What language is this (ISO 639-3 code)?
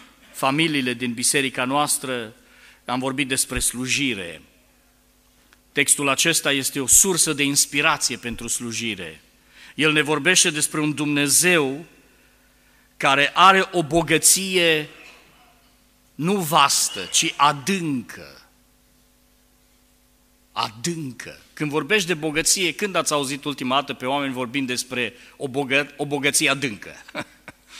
ron